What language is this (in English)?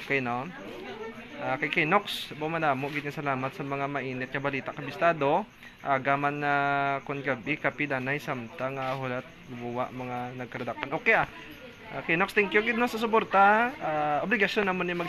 Hiligaynon